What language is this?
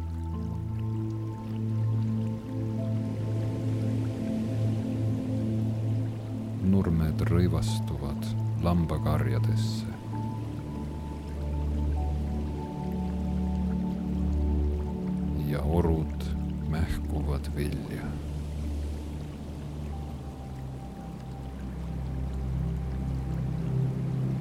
Estonian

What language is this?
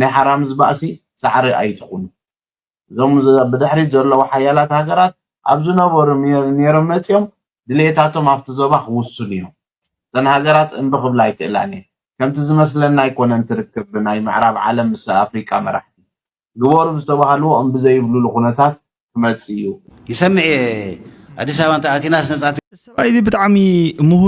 Tigrinya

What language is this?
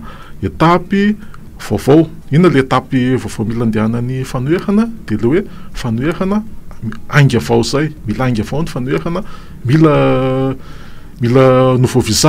Malagasy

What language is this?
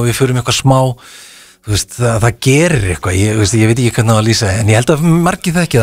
Icelandic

